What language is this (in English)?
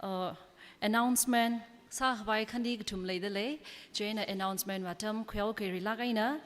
Tangkhul Naga (India)